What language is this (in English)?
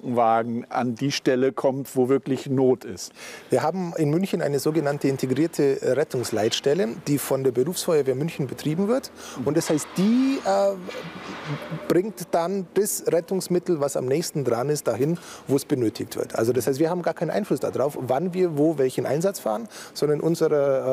German